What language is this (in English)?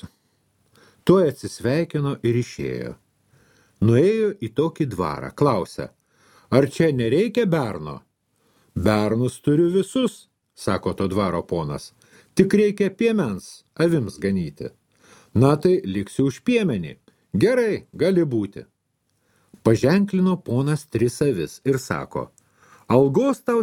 Lithuanian